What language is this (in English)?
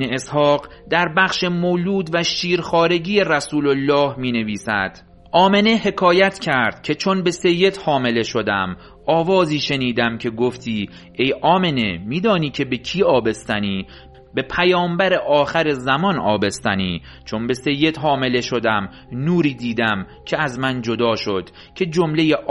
Persian